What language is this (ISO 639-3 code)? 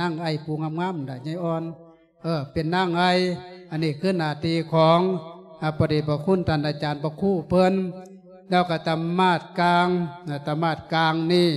lao